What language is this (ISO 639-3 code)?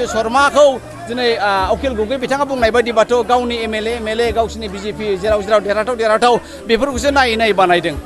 brx